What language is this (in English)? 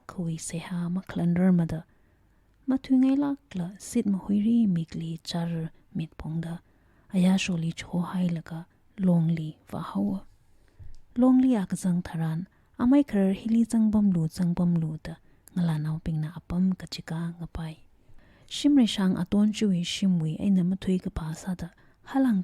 Tangkhul Naga (India)